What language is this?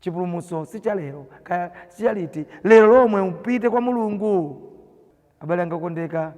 Nyanja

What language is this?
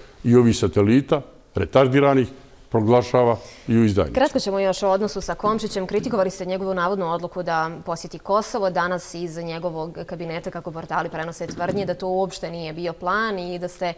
Bosnian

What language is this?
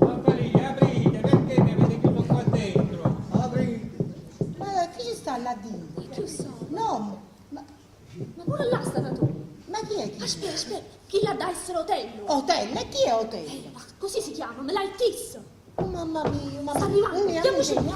Neapolitan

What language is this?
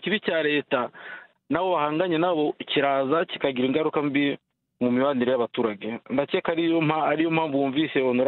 Kinyarwanda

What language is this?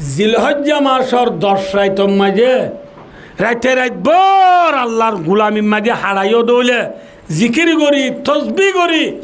Rohingya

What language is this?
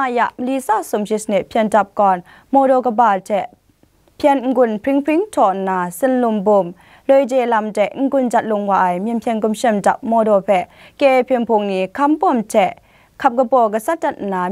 Kachin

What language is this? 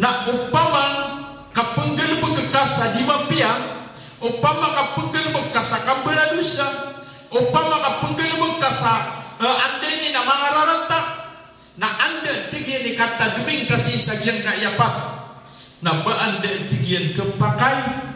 Maranao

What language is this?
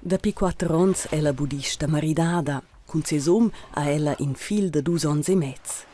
Romansh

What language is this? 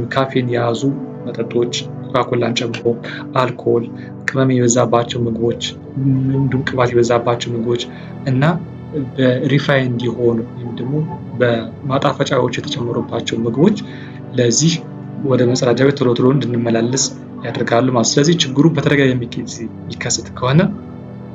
Amharic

